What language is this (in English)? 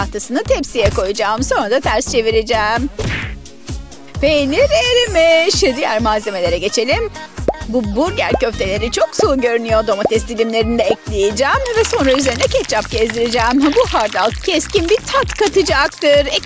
Turkish